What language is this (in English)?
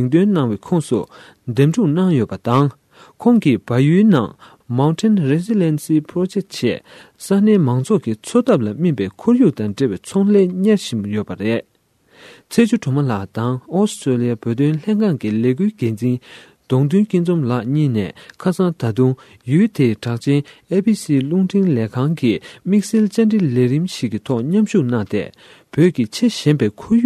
Tibetan